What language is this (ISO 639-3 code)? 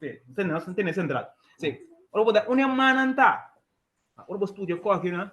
pap